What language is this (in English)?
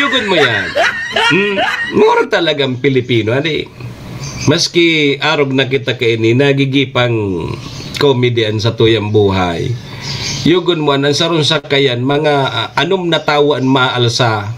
Bikol